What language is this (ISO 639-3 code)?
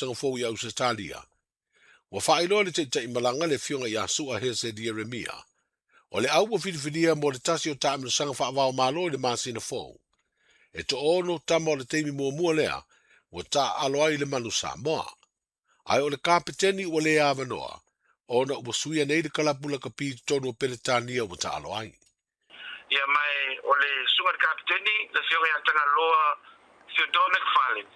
smo